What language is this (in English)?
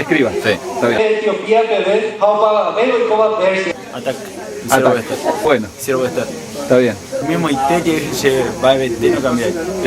Guarani